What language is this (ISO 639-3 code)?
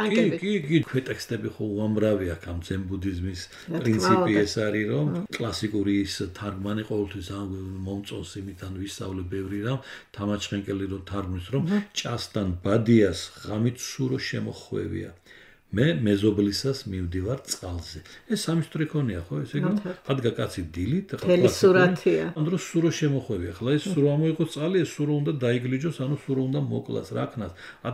kat